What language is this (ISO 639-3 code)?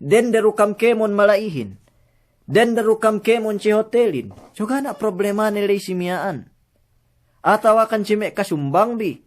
yka